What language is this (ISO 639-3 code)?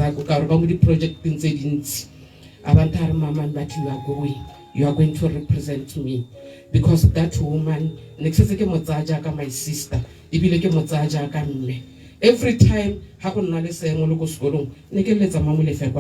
tsn